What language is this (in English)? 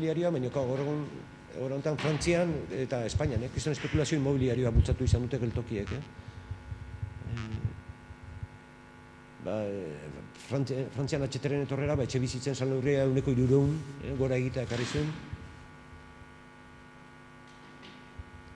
Basque